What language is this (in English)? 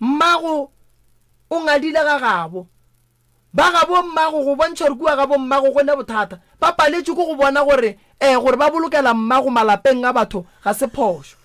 Northern Sotho